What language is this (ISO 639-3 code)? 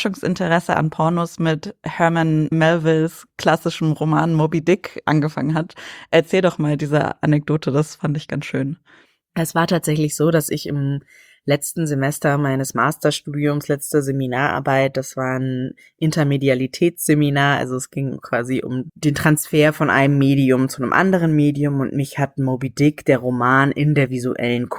deu